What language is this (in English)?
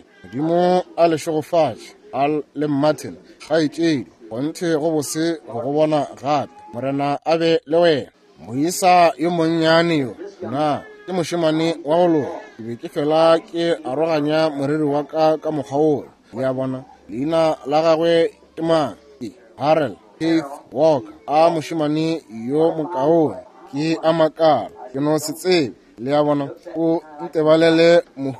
Northern Sotho